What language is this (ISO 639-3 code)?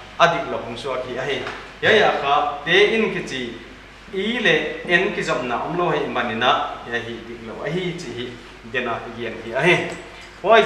pck